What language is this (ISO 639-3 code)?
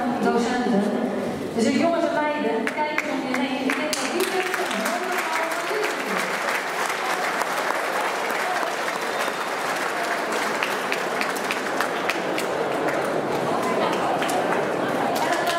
nld